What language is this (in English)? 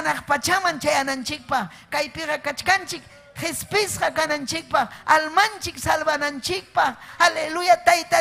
Ayacucho Quechua